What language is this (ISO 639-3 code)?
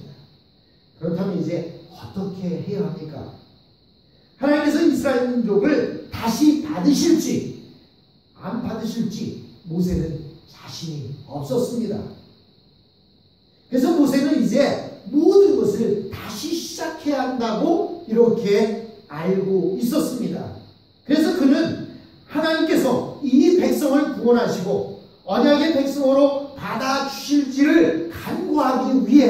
kor